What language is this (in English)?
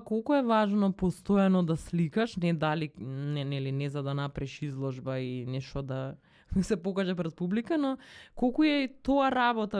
Macedonian